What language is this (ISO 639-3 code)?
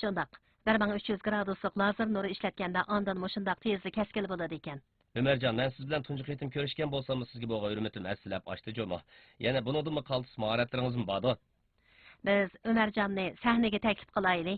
uig